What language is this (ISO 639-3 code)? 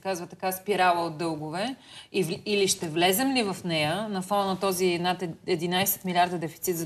bul